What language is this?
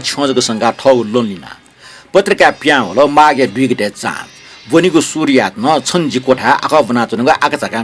Newari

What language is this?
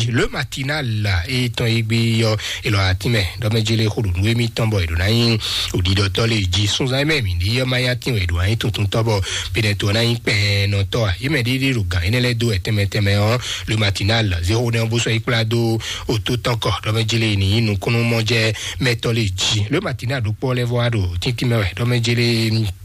Fon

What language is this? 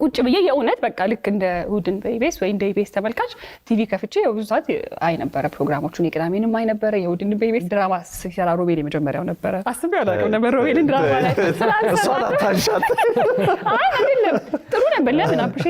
Amharic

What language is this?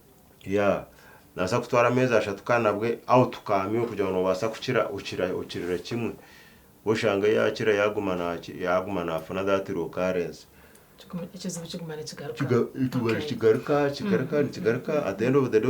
Nyankole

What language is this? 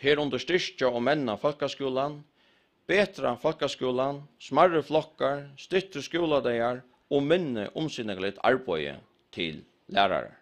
Faroese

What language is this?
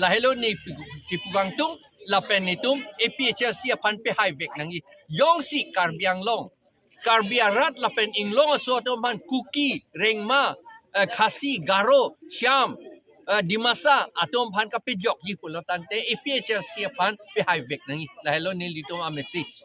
Karbi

